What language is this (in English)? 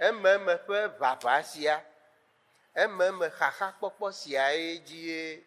Ewe